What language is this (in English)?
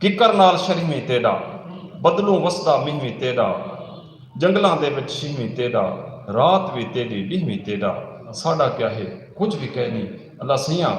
Saraiki